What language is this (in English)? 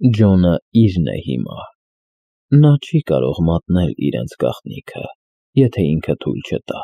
Armenian